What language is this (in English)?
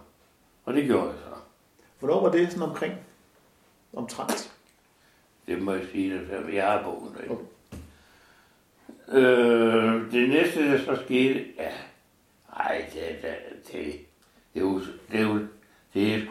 Danish